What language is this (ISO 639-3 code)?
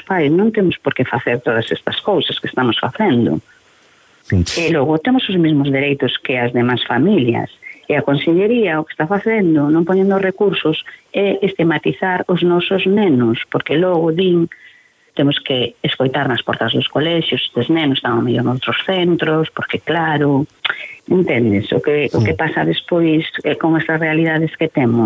glg